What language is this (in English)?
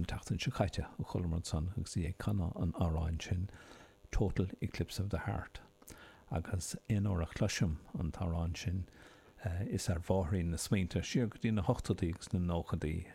Irish